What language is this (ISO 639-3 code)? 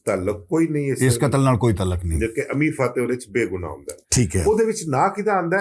lah